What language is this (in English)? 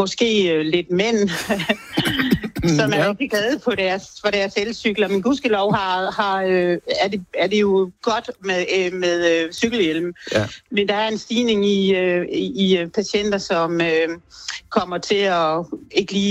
Danish